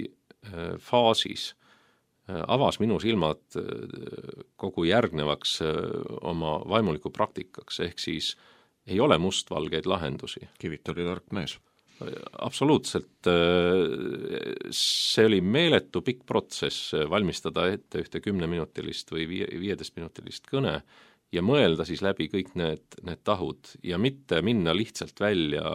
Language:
Estonian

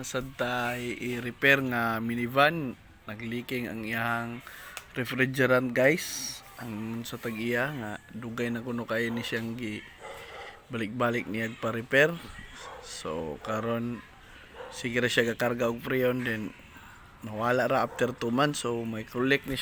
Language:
Cebuano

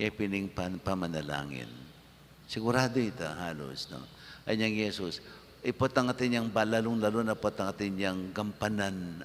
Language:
Pampanga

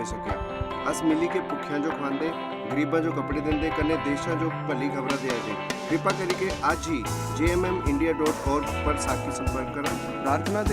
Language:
Dogri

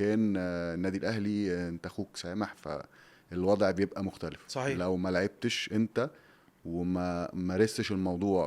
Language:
Egyptian Arabic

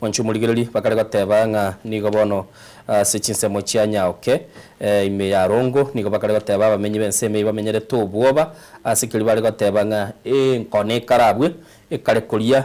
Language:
Gusii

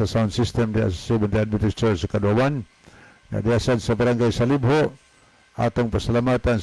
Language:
Cebuano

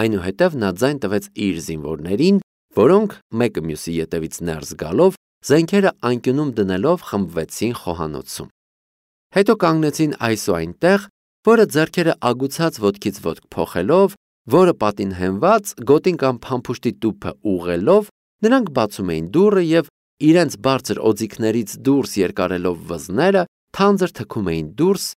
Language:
Armenian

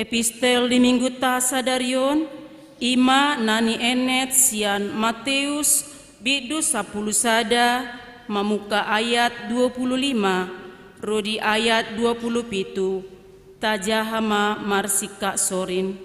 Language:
Batak Toba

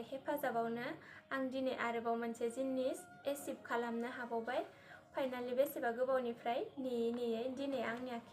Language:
Bodo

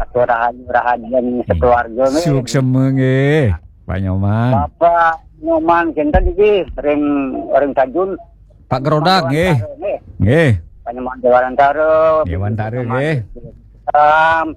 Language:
Balinese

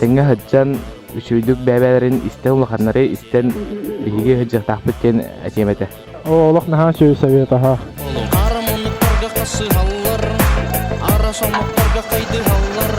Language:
Yakut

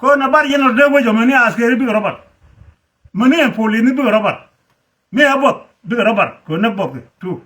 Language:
Nuer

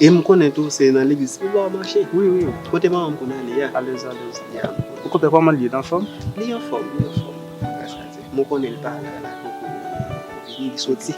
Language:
Haitian Creole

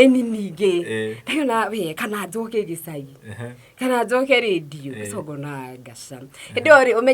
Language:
Kikuyu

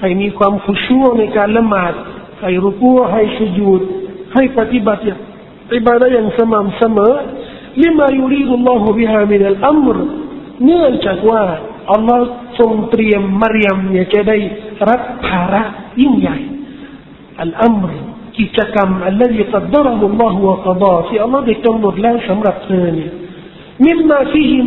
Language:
Thai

